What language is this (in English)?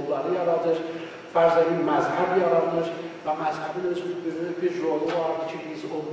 South Azerbaijani